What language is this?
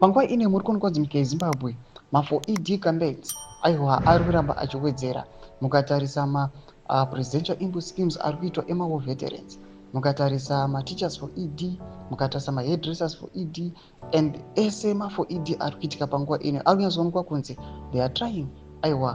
Shona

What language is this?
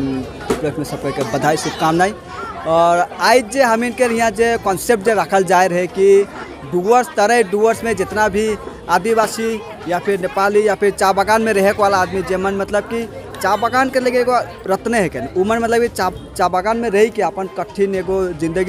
Sadri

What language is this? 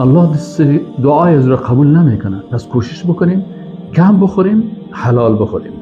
Persian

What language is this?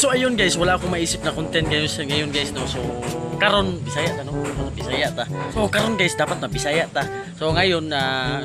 Cebuano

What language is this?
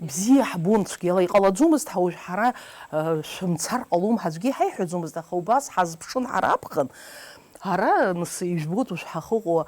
Abkhazian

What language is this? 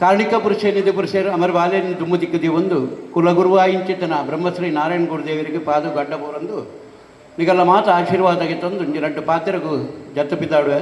Tulu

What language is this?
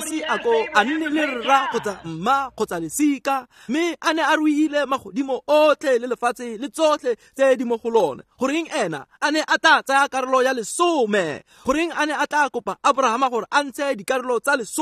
Tswana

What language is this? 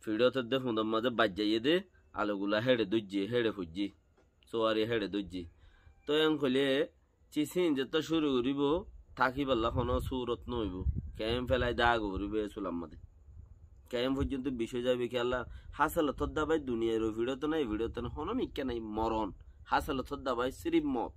Rohingya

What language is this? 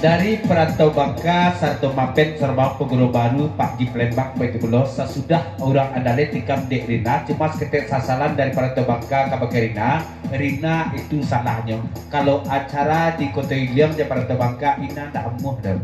Minangkabau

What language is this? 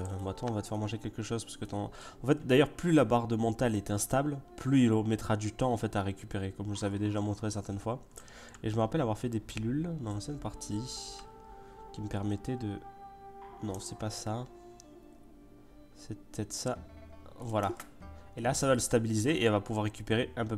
French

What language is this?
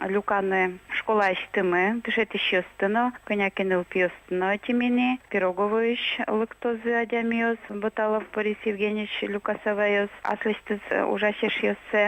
Udmurt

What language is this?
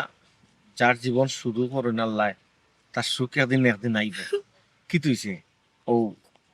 Sylheti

